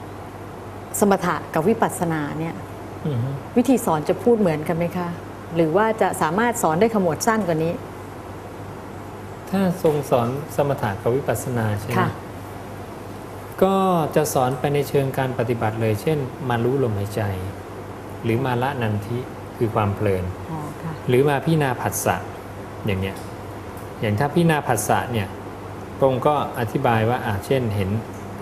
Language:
Thai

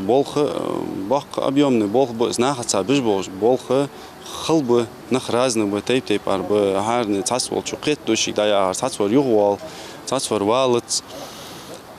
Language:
Ingush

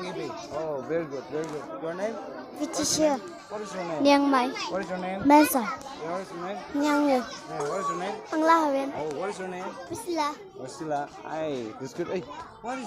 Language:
Naga Pidgin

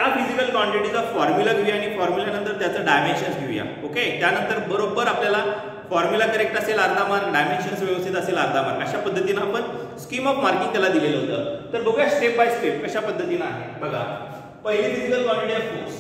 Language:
Marathi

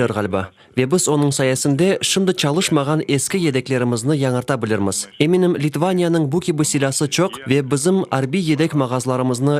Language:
Crimean Tatar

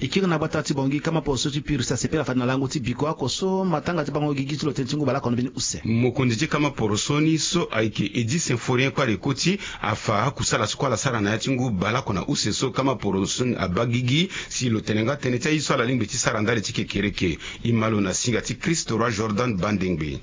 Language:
Sango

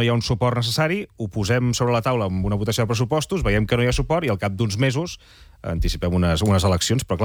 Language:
Catalan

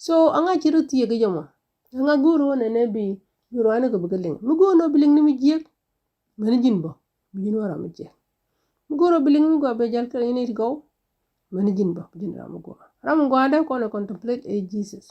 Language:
Nuer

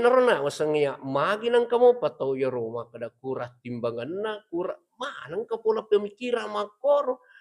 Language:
Buginese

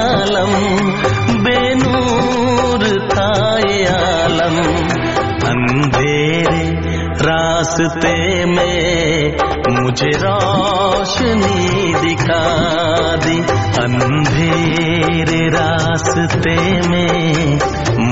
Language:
Punjabi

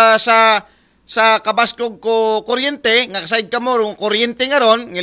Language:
Aklanon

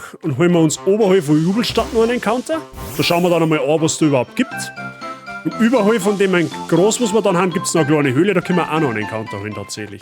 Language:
Bavarian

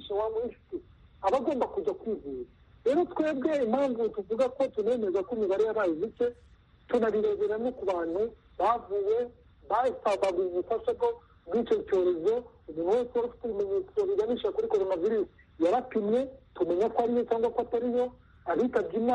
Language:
Kinyarwanda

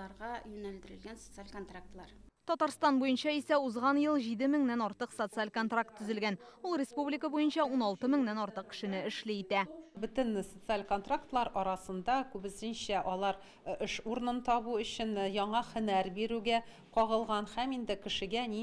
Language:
Tatar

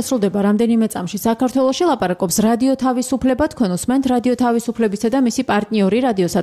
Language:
Georgian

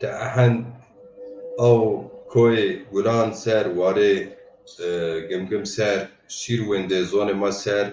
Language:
Zaza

